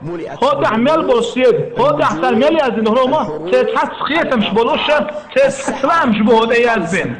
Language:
Chechen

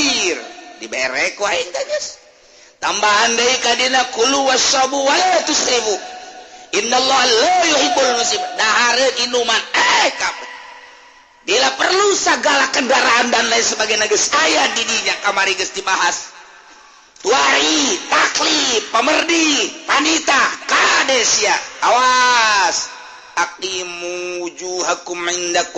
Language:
Sundanese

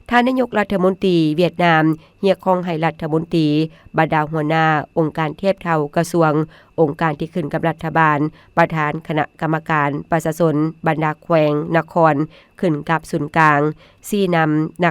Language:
Lao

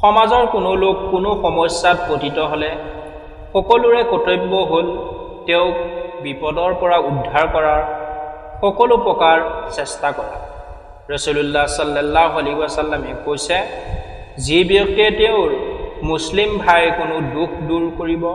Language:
Assamese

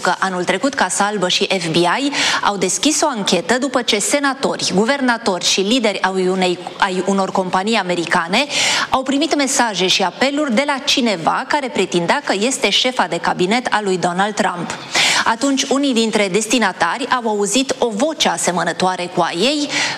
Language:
Romanian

